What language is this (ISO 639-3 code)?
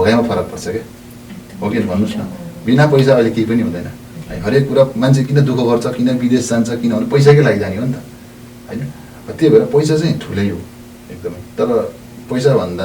nep